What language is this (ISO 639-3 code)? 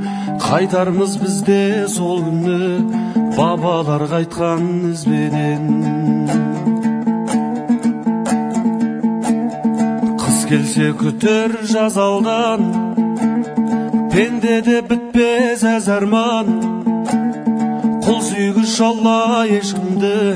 kaz